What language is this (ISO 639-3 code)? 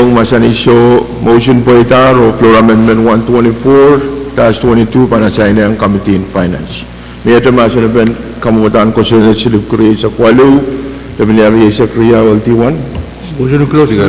pon